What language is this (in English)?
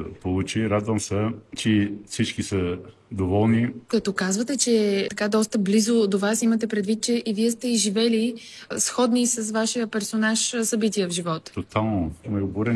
Bulgarian